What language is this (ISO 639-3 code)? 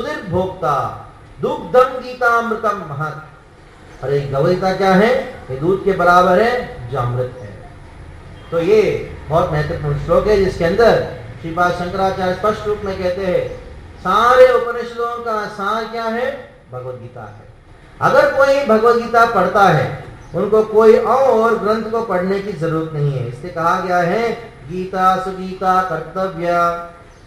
hin